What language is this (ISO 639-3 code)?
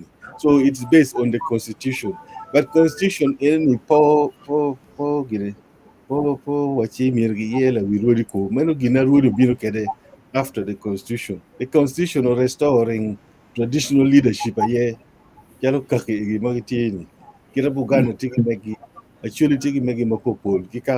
ach